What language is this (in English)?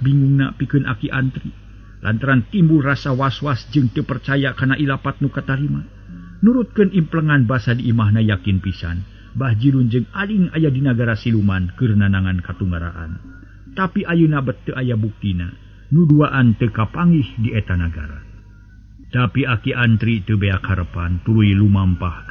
Sundanese